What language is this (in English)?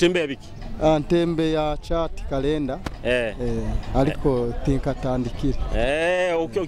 Nyoro